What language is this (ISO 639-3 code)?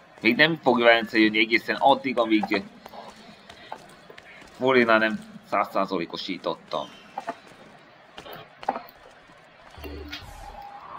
hun